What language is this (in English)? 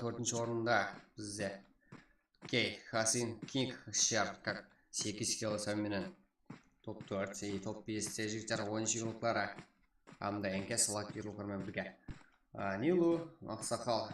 Kara-Kalpak